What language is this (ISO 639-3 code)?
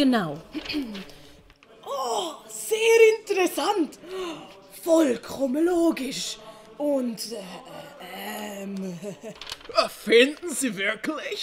gsw